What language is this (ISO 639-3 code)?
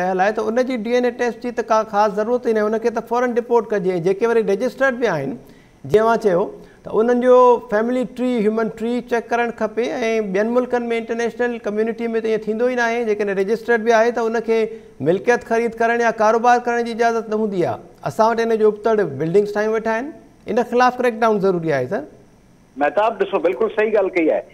snd